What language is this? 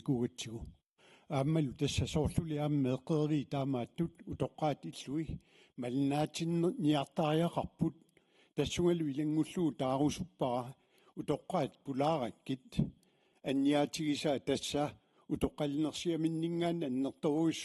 Kalaallisut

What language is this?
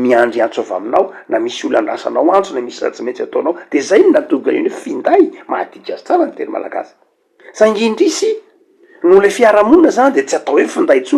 Malagasy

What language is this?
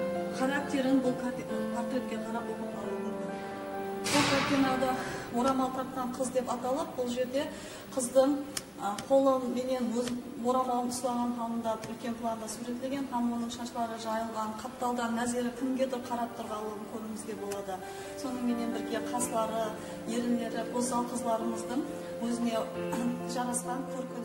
Kara-Kalpak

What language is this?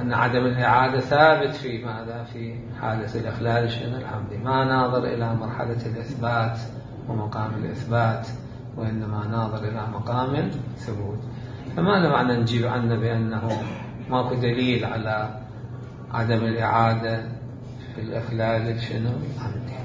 Mesopotamian Arabic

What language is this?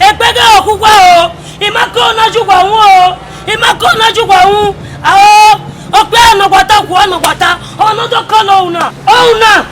Bini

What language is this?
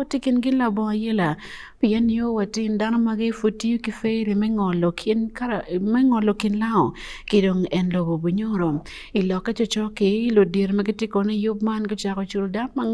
Acoli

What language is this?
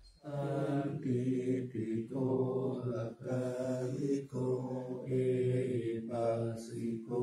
Pali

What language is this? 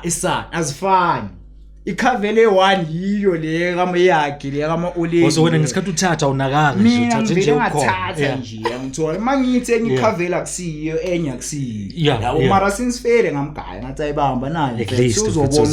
Zulu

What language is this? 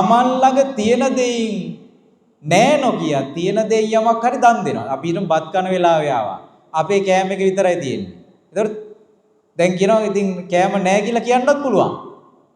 Sinhala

